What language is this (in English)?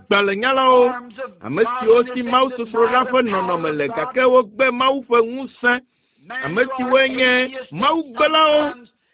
Ewe